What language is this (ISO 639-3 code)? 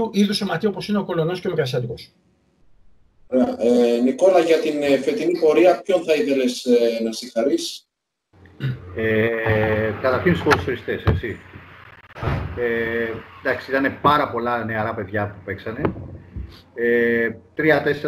ell